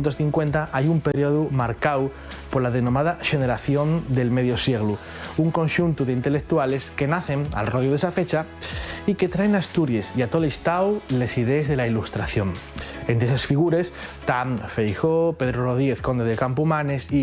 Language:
Asturian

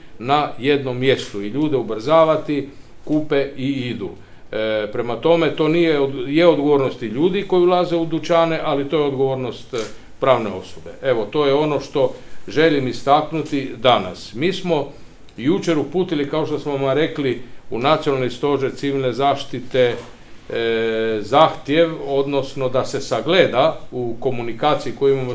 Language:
Croatian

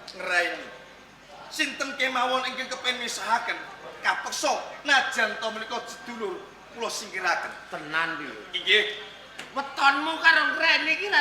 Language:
Javanese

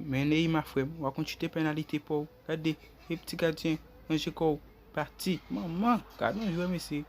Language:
Haitian Creole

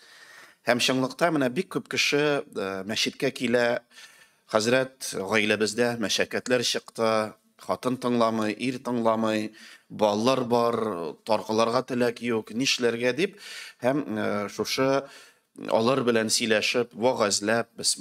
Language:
Tatar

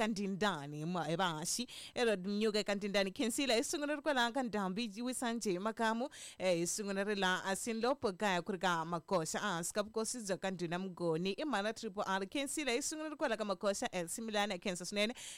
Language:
Tsonga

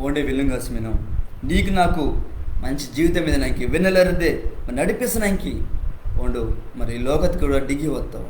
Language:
Koya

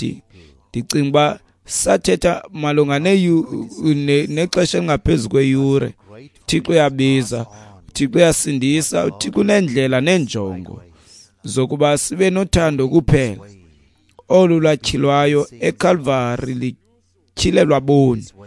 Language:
Xhosa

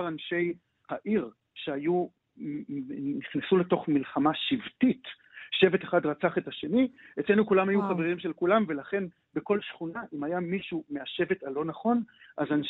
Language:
Hebrew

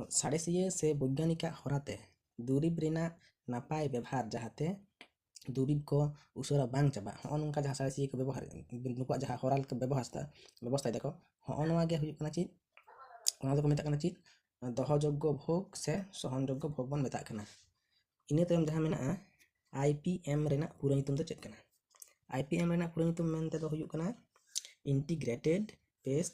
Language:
Santali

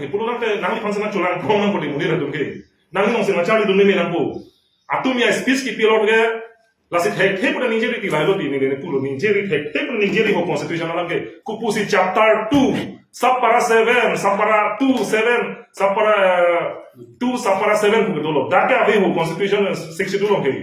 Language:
Karbi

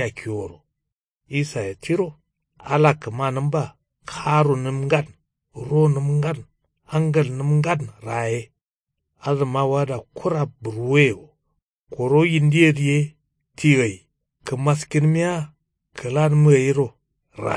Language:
Kanuri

